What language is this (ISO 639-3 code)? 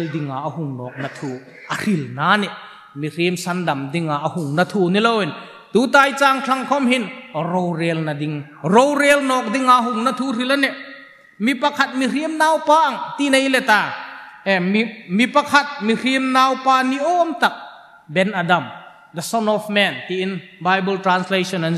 hmr